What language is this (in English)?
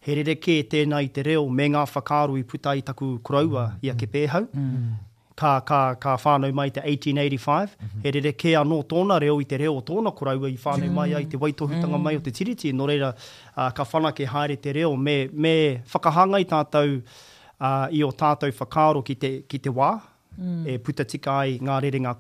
Māori